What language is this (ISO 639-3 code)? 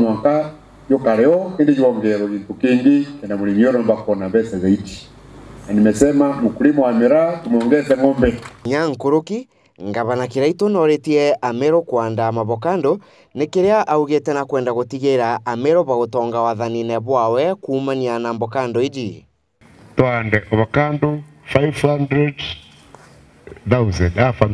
mer